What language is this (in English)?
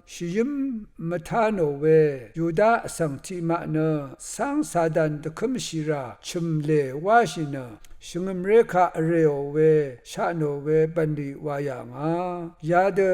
Rawang